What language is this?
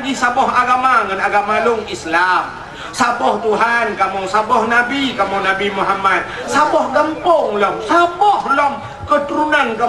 Achinese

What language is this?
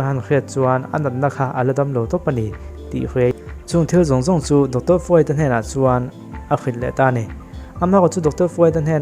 Mizo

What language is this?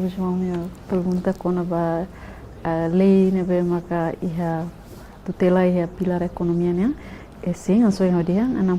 Tetum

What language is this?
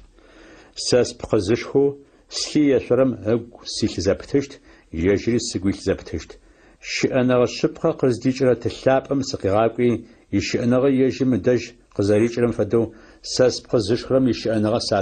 Adyghe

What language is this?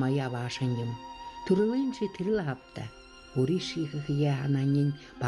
Buriat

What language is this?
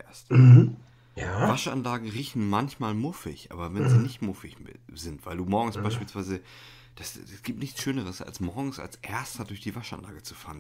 German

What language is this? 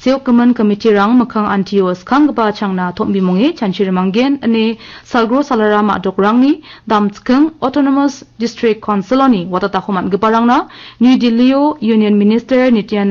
Garo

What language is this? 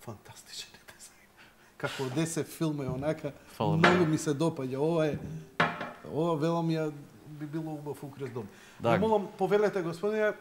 Macedonian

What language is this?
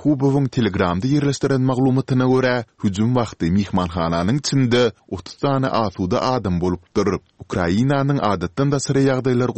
Turkmen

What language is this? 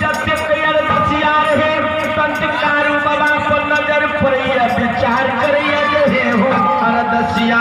Maithili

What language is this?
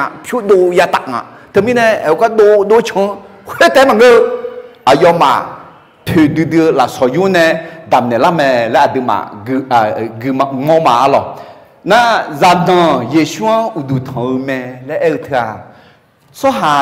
Akha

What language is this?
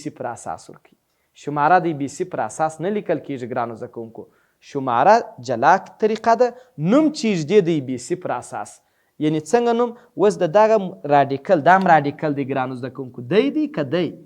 Pashto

